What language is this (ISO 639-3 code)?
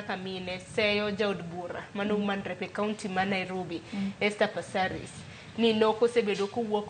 luo